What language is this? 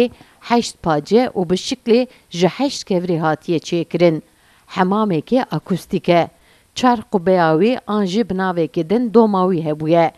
Kurdish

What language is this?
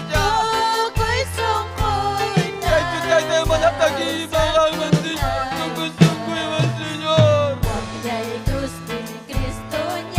Ayacucho Quechua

